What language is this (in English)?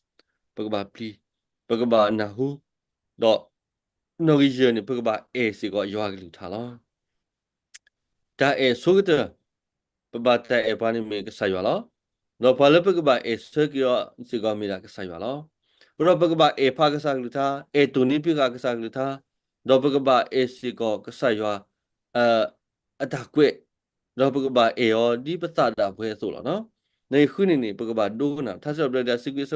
S'gaw Karen